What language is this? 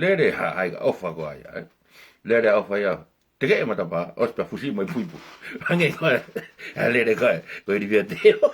Tongan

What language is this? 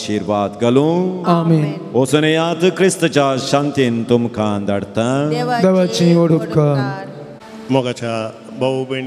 Konkani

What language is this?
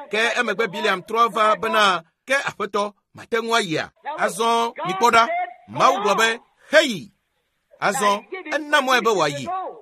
Ewe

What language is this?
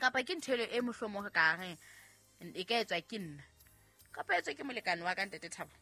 Southern Sotho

